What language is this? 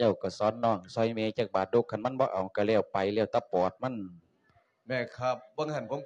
Lao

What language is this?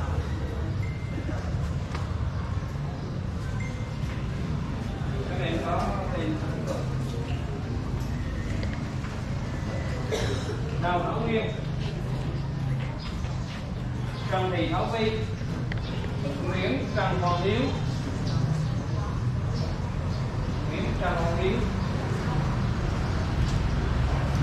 Vietnamese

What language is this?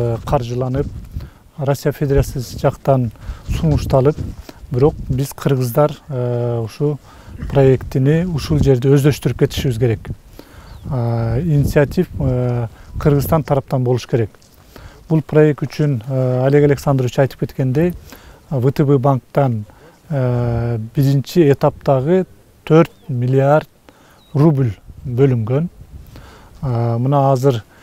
Kyrgyz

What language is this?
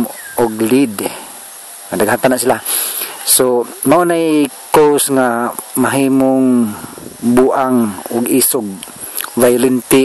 Cebuano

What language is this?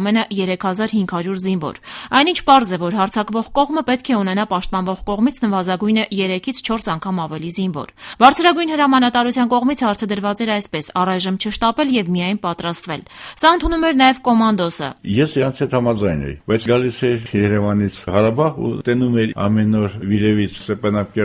Armenian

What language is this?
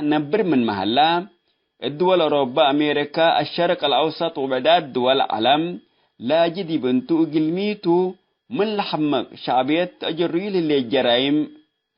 Tigre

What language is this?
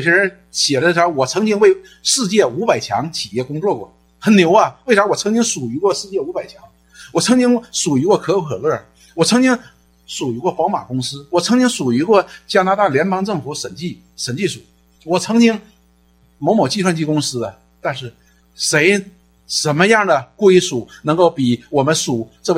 Chinese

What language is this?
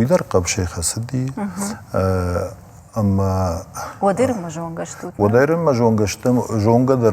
Ossetic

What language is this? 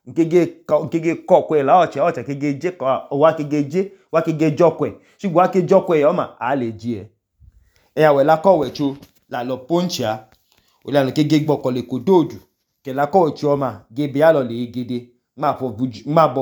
Idoma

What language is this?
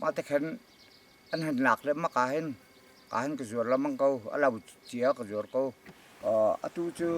Hakha Chin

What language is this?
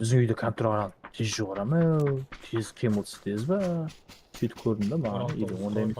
Kara-Kalpak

